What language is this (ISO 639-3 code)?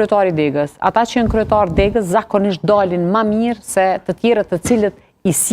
sqi